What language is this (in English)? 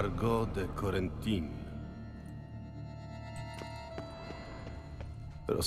Polish